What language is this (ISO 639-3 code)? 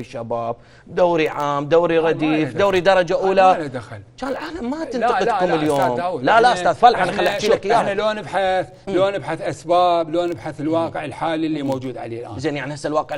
acm